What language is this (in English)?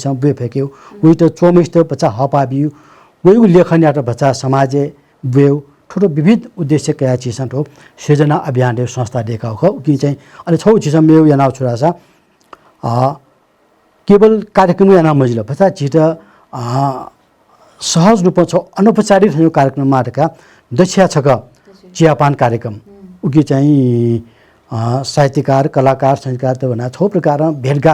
Newari